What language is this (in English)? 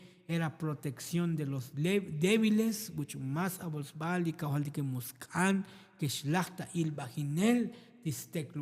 Tzotzil